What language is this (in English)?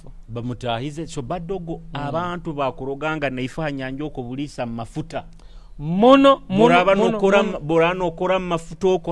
Nyoro